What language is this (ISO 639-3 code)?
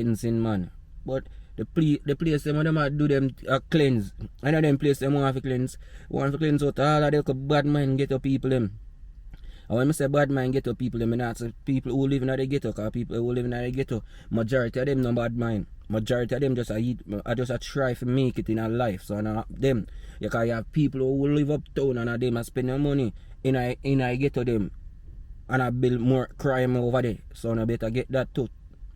jam